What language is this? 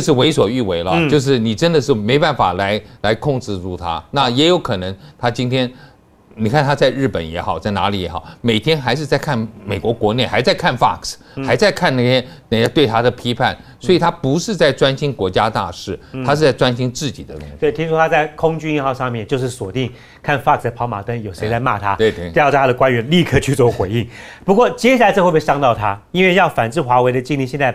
Chinese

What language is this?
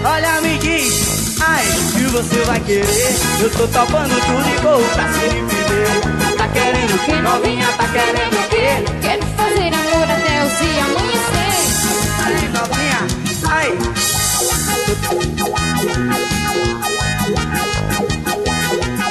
Portuguese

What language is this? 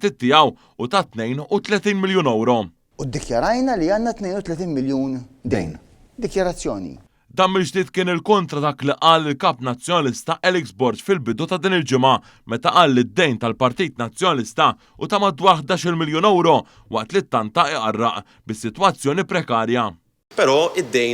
Maltese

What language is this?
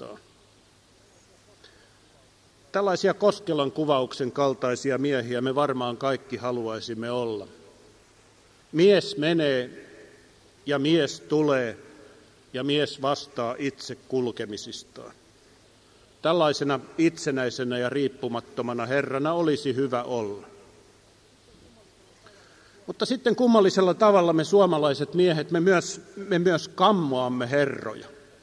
Finnish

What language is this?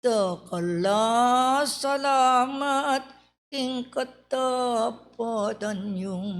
Pampanga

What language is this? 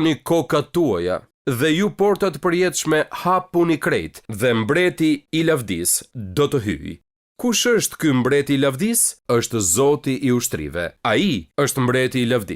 Albanian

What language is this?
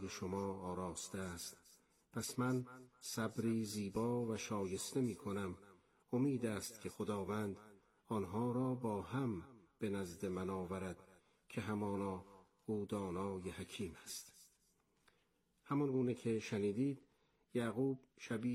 Persian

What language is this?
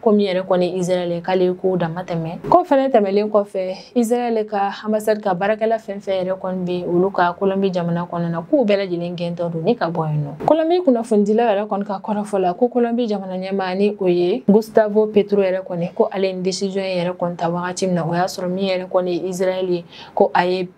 Bambara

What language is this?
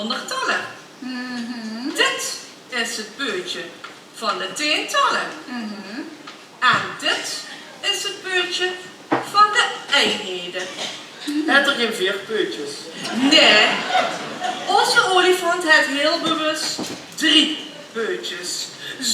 Limburgish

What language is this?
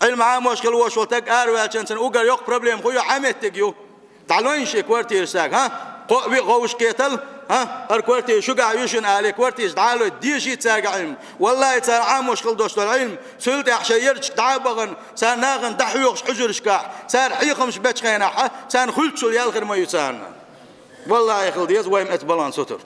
Chechen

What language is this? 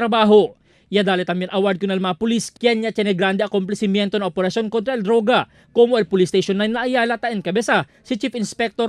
Chavacano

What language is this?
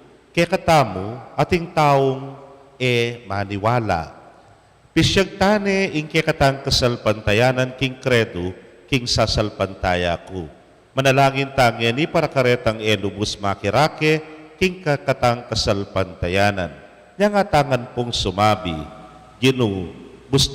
Pampanga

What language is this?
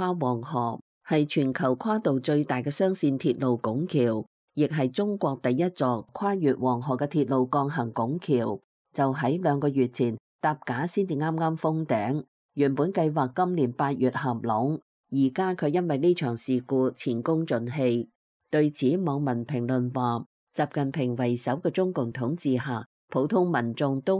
Cantonese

